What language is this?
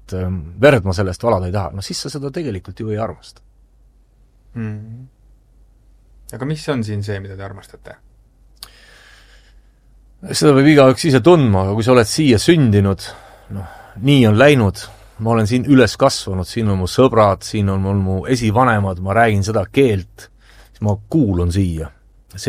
Estonian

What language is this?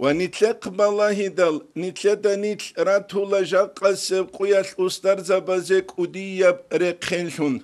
Avaric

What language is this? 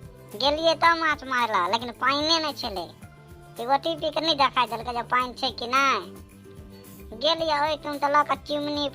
Maithili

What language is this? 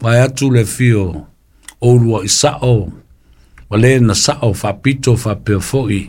Samoan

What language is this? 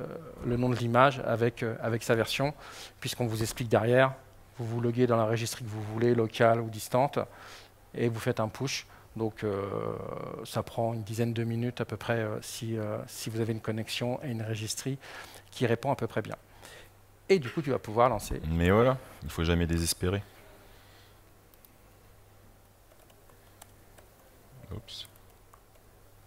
French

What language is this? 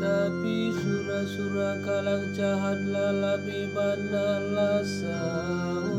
Batak Karo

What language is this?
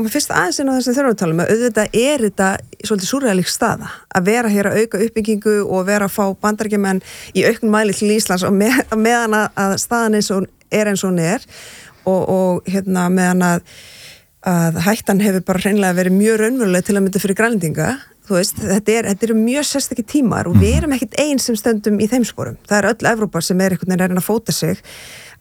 Icelandic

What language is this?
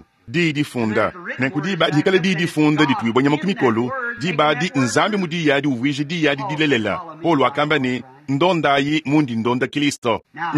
Luba-Lulua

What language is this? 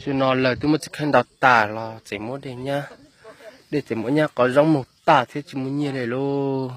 Hmong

